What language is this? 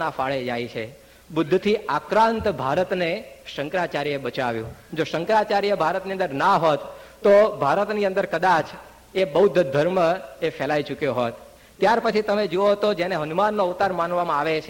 Gujarati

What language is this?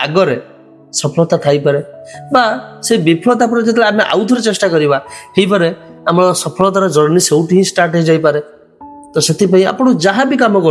Odia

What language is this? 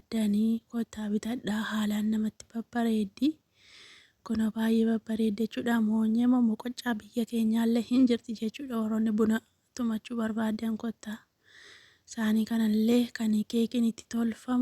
Oromo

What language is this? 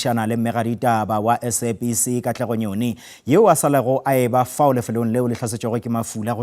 Northern Sotho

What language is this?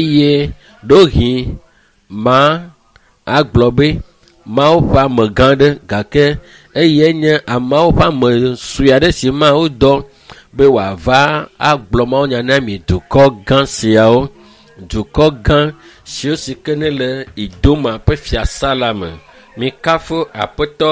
Ewe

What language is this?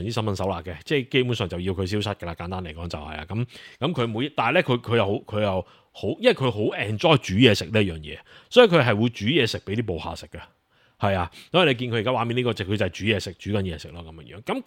Cantonese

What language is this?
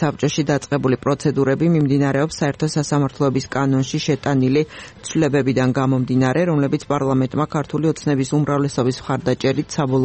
Georgian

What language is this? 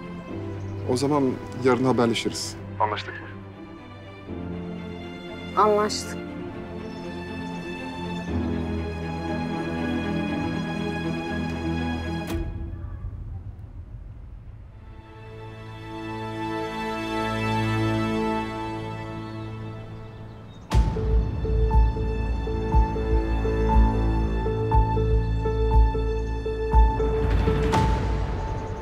Turkish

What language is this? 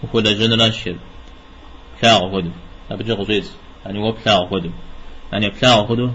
Kabardian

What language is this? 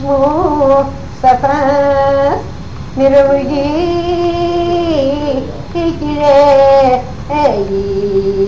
Greek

